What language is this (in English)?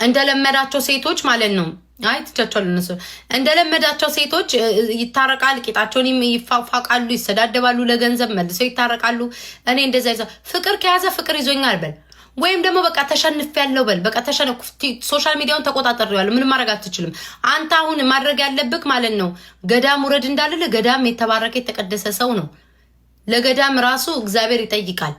Amharic